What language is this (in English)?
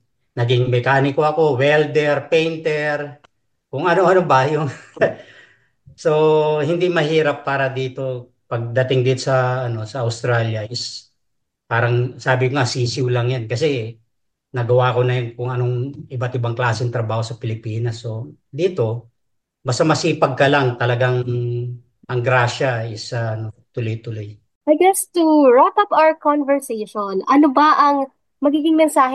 Filipino